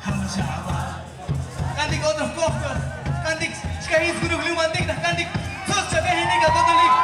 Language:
Tzotzil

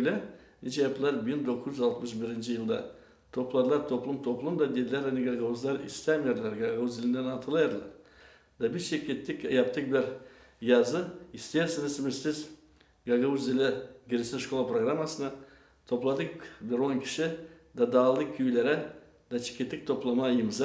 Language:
Gagauz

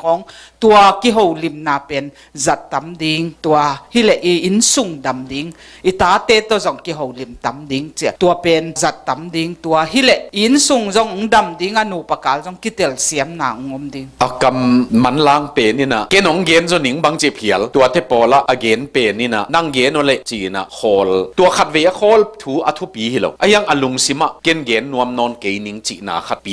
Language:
Tedim Chin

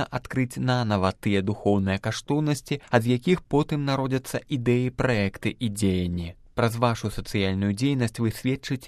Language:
Belarusian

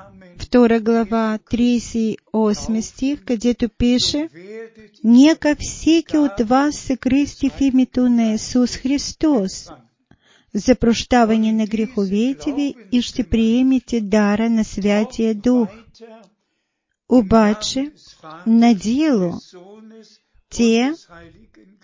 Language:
Bulgarian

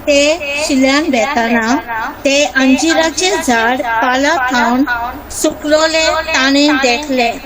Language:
Konkani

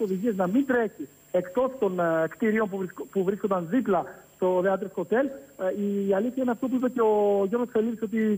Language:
Greek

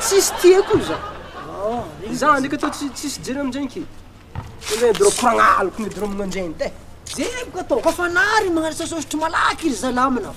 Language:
Malagasy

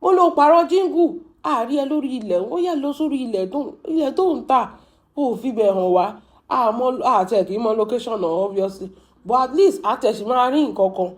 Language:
Yoruba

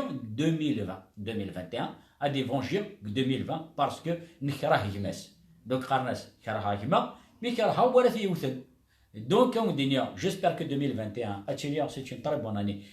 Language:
Kabyle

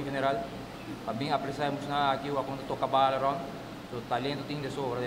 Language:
Papiamento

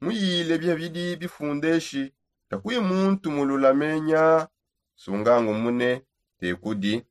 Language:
Songe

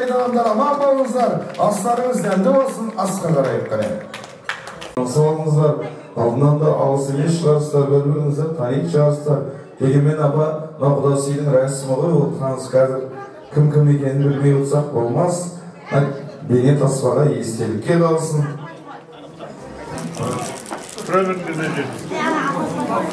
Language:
Kazakh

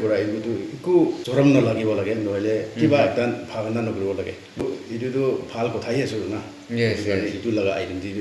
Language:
Naga Pidgin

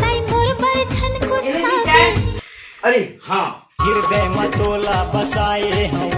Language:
Chhattisgarhi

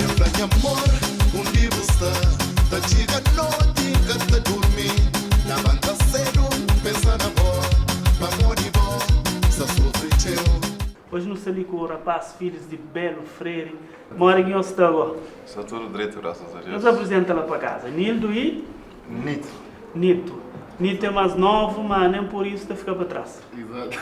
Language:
Kabuverdianu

